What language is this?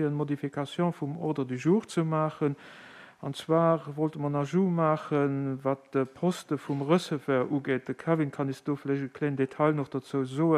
Luxembourgish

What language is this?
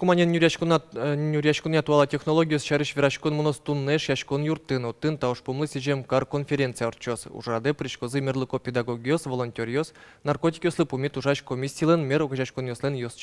Udmurt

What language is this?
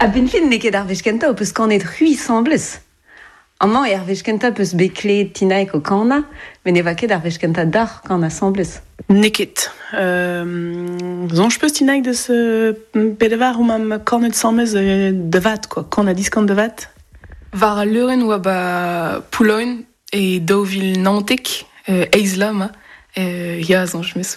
Breton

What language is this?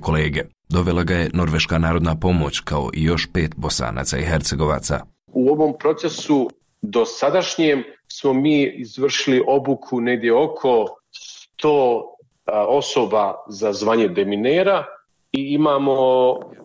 Bosnian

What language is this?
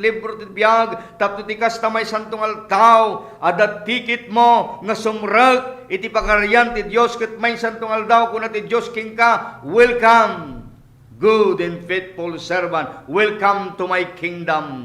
Iloko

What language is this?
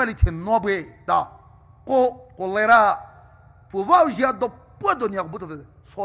Poumei Naga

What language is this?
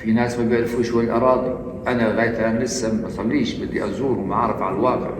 North Levantine Arabic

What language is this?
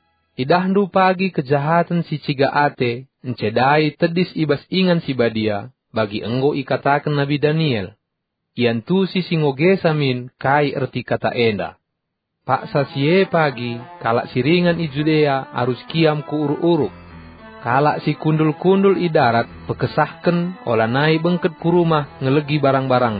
Batak Karo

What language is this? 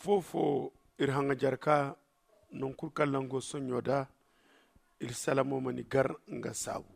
Zarma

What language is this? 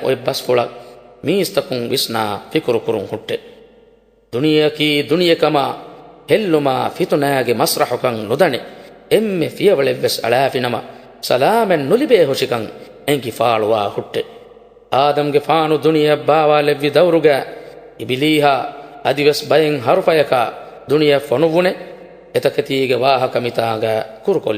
Divehi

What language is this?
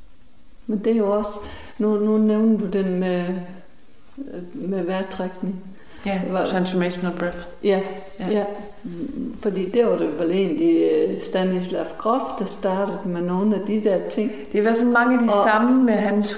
Danish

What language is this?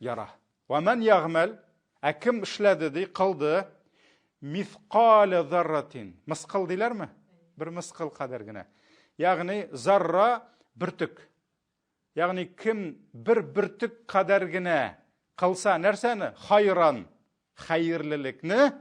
Tatar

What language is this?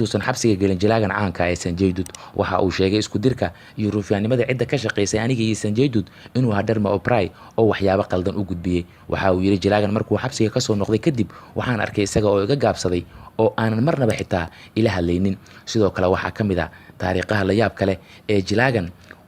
Somali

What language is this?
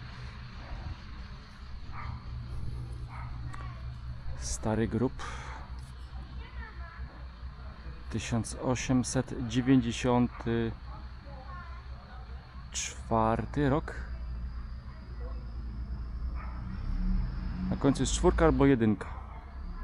Polish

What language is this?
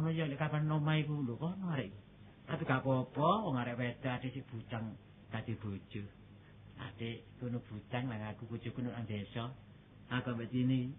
Javanese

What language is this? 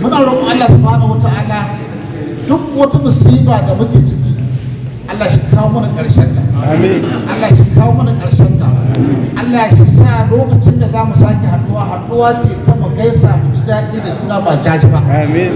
Hausa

